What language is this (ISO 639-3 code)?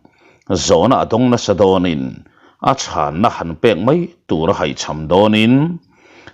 lus